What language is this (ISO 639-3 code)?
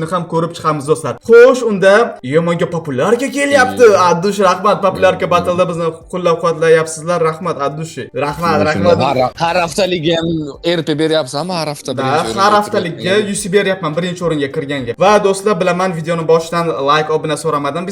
uzb